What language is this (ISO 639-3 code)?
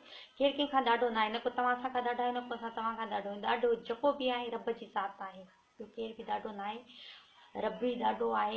snd